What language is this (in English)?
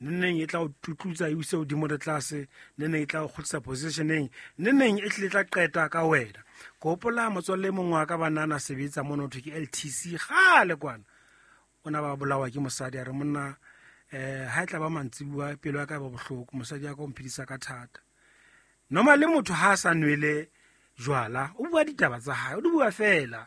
Southern Sotho